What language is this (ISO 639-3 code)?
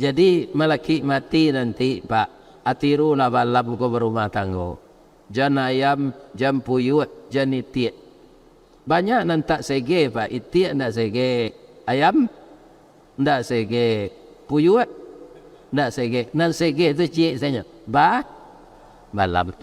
min